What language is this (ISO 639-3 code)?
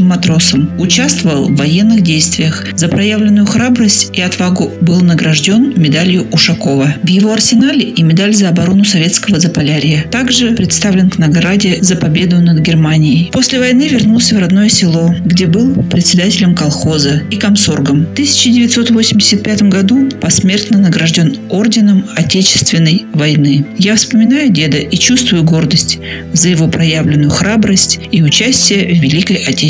rus